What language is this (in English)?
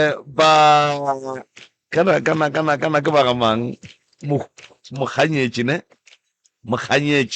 Northern Sotho